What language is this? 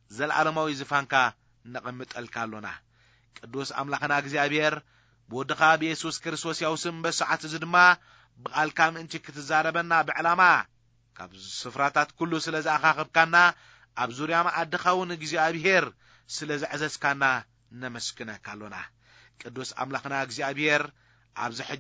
Tigrinya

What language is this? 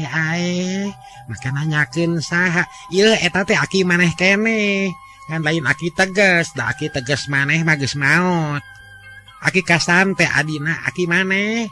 Sundanese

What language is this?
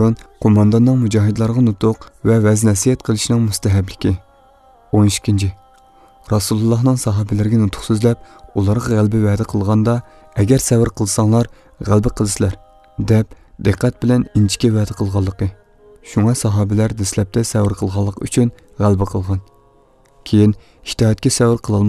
Uyghur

